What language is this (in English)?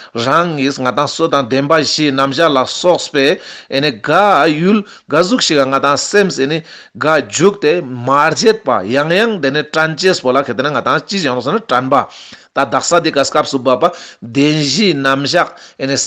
Ladakhi